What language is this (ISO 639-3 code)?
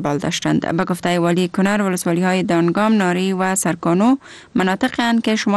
fas